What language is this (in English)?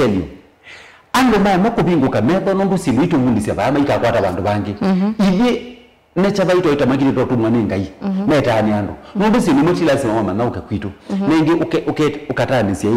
Kamba